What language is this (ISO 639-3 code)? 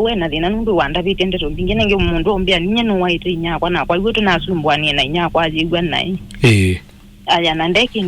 kam